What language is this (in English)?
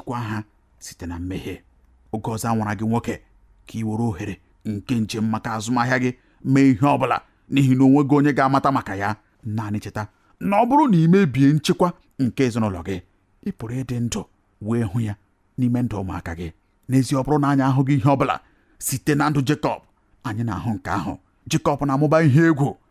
Igbo